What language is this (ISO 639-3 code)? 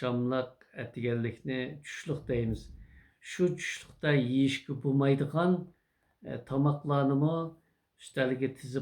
uig